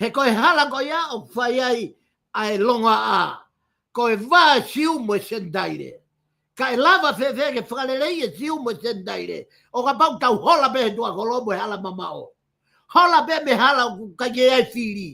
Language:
Tongan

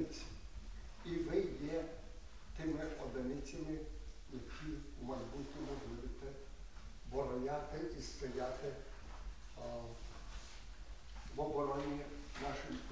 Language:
Ukrainian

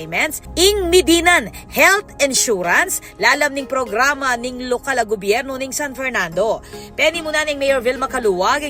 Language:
Pampanga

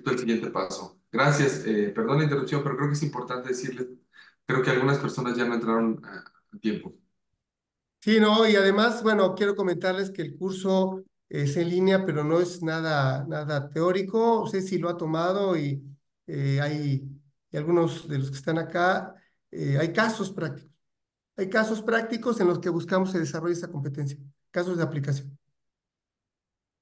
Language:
Spanish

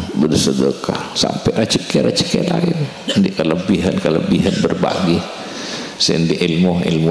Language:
Madurese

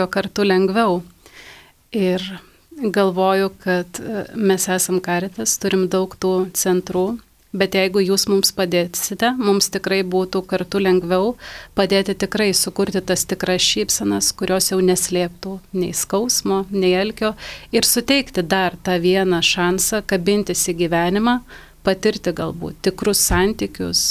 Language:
Lithuanian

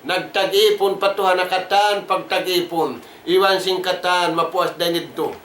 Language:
Tausug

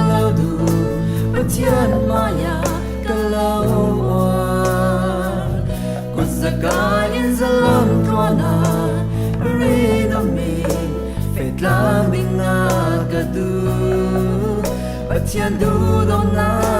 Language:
Falam Chin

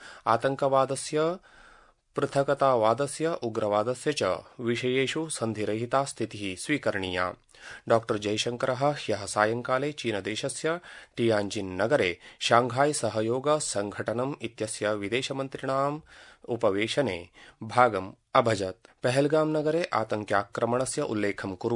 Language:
Sanskrit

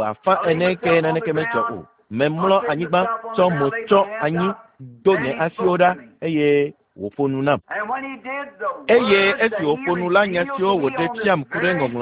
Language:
Ewe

